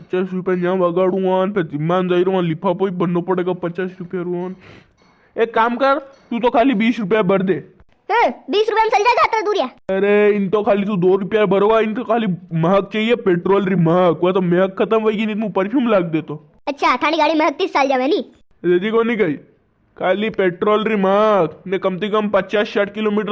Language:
Rajasthani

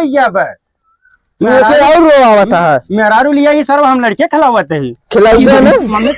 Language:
Awadhi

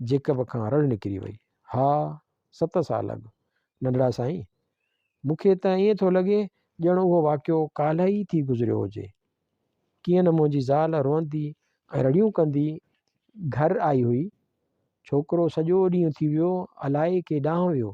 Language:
Sindhi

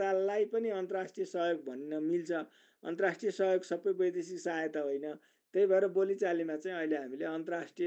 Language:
Nepali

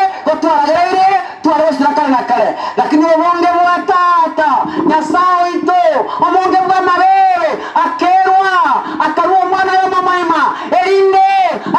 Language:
Gusii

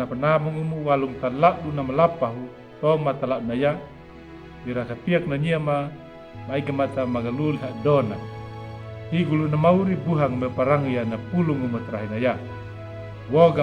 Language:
Anakalangu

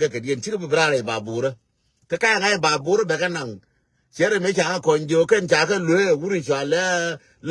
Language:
Nuer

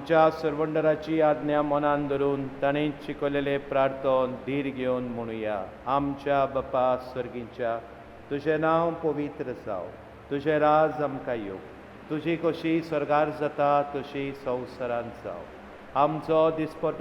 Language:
Konkani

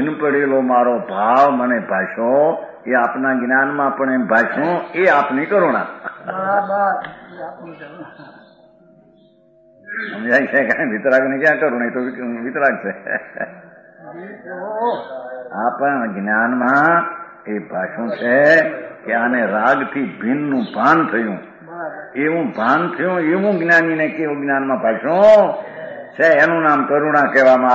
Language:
Gujarati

